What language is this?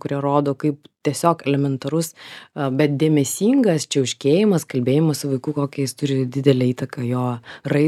Lithuanian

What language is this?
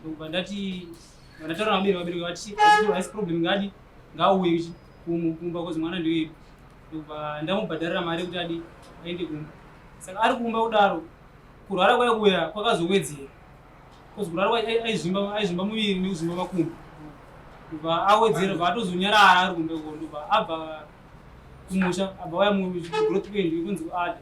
Shona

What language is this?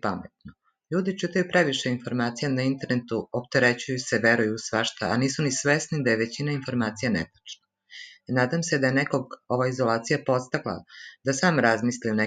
Serbian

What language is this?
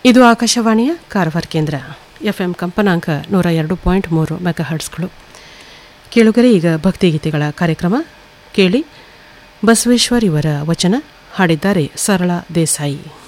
Kannada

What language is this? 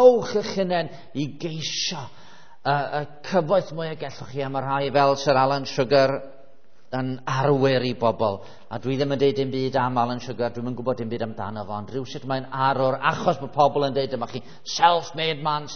Welsh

